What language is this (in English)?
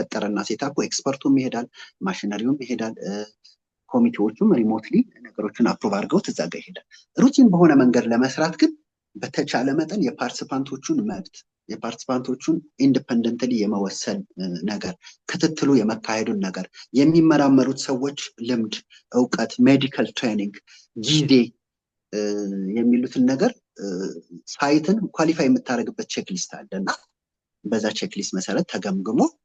Amharic